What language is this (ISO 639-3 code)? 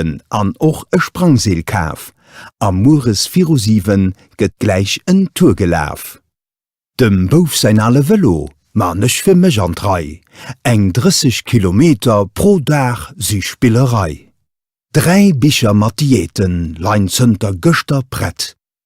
ltz